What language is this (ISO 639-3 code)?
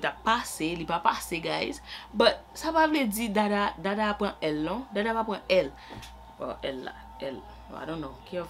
hat